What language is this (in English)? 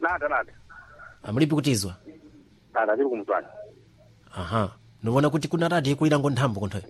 Sena